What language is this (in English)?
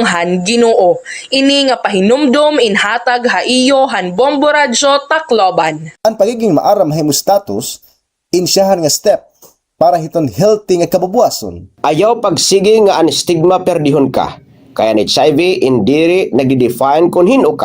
Waray